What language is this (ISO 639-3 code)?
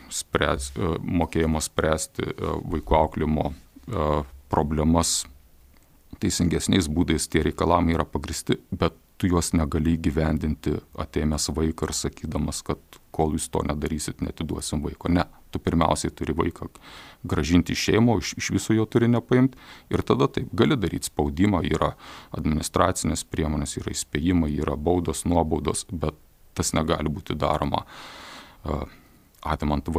lit